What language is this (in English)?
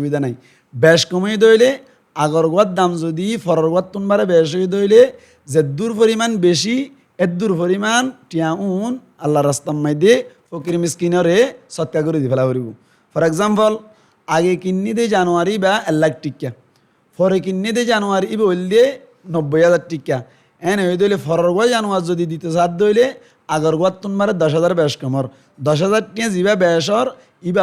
Rohingya